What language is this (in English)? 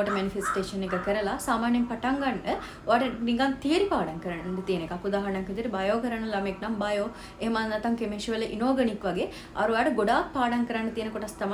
Sinhala